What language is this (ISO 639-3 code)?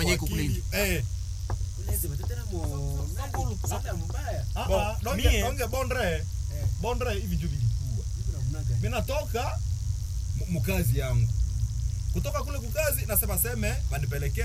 swa